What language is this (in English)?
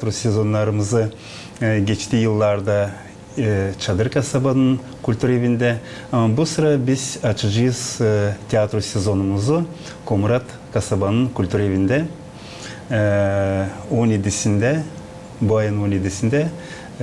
Gagauz